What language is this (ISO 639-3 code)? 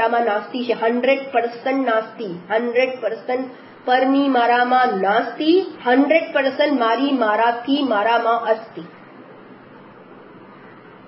guj